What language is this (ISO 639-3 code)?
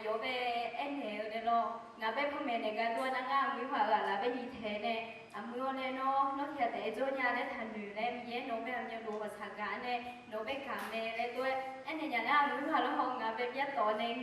ahk